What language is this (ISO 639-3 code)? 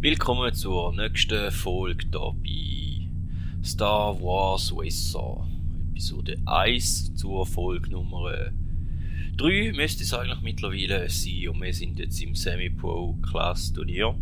gsw